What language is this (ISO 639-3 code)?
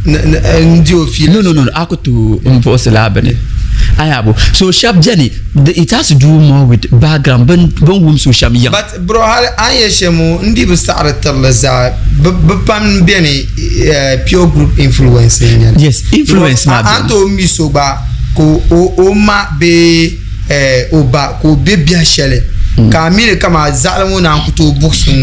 dag